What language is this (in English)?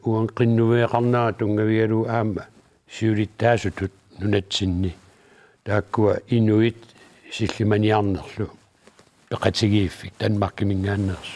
Kalaallisut